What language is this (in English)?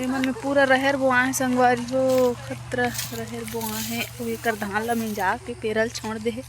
Chhattisgarhi